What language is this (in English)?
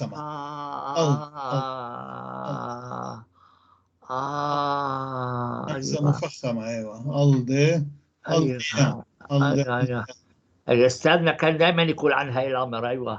North Levantine Arabic